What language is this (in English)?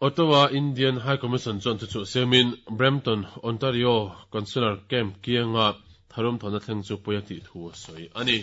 Mizo